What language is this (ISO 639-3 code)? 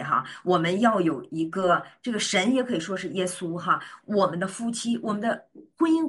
zho